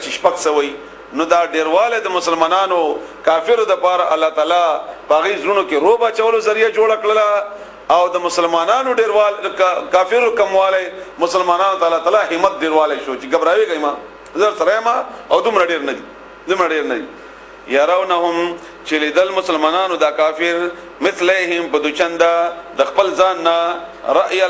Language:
Pashto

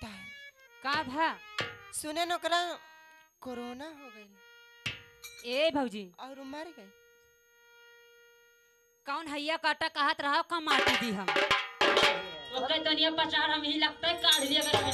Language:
Bhojpuri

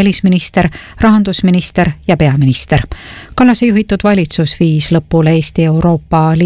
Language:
Estonian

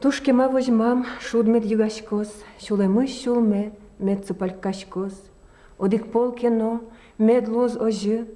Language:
Udmurt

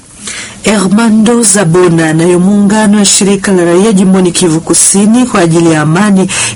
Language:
Swahili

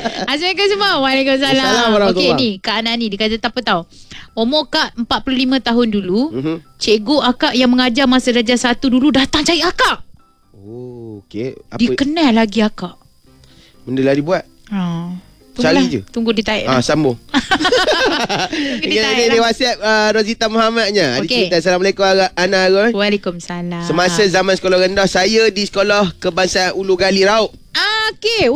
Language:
Malay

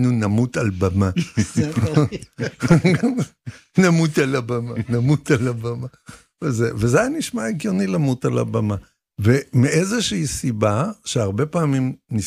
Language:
Hebrew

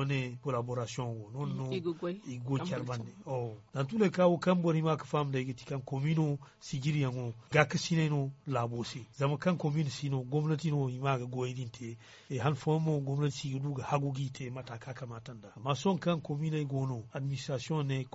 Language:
Zarma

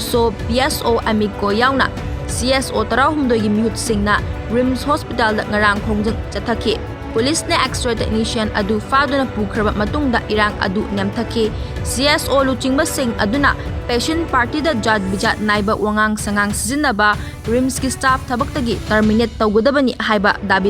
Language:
Manipuri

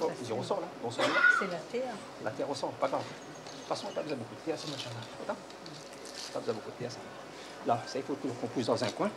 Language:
Réunion Creole French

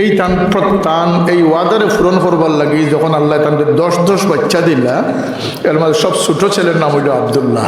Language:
Sylheti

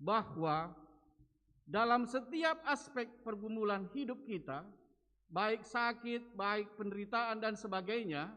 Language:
Batak Karo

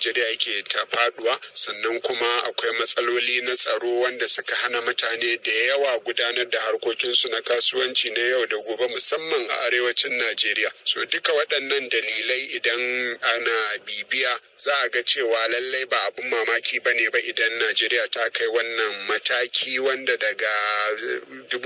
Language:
Hausa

